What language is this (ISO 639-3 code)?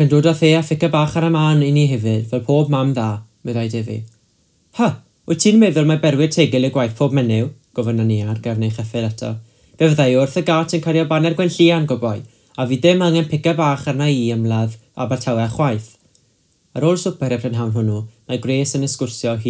cym